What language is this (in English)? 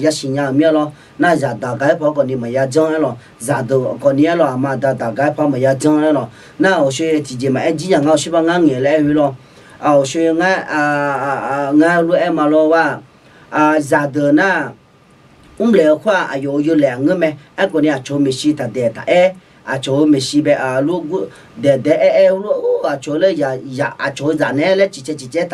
Akha